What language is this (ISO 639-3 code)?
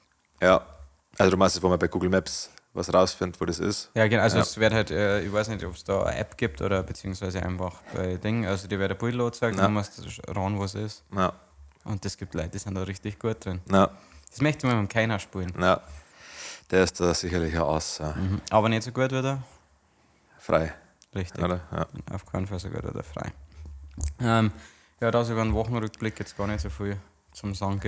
bar